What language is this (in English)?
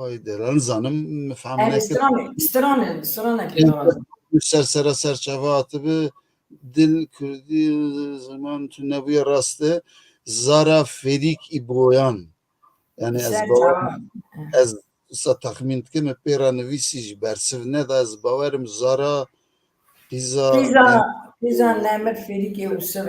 Kurdish